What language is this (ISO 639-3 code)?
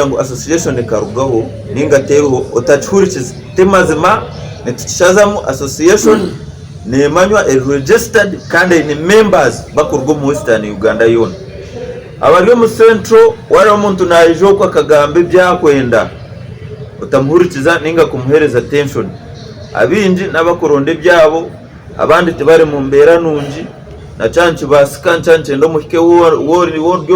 nyn